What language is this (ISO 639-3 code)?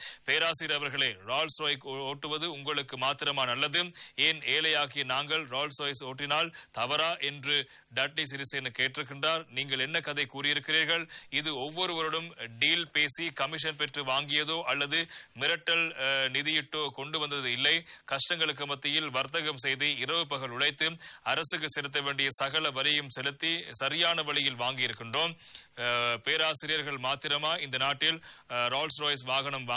tam